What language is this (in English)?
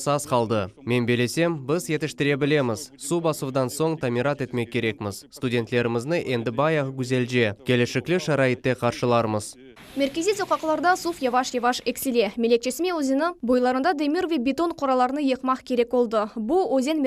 Crimean Tatar